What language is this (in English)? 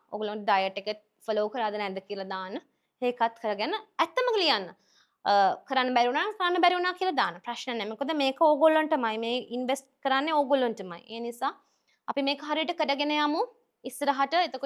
Sinhala